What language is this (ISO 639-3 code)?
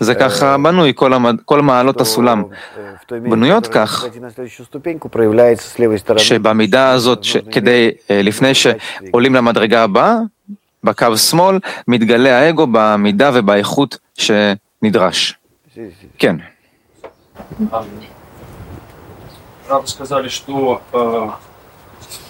heb